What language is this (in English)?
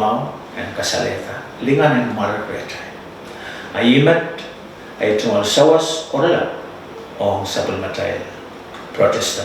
Pohnpeian